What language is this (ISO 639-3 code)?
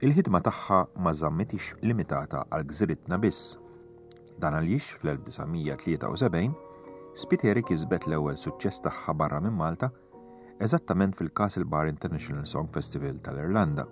mlt